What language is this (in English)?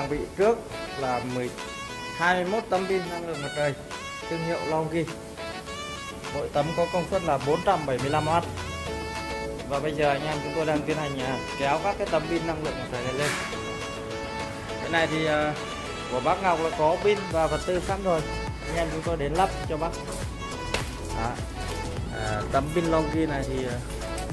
Vietnamese